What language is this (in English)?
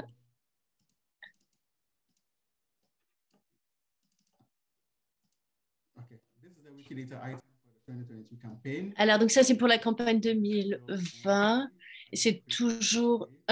French